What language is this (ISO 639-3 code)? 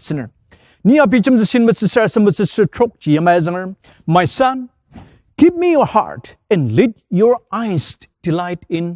njo